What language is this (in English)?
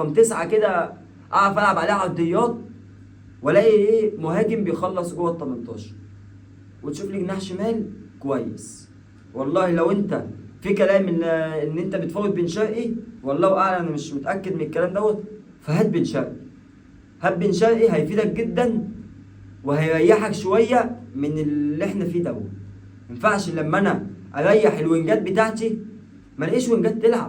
Egyptian Arabic